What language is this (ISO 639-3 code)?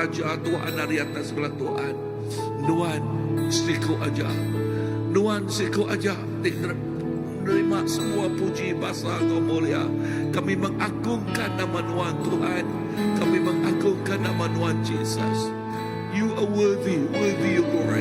iba